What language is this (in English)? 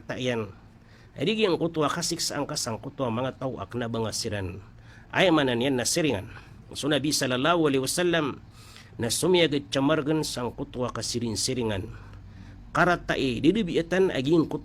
Maranao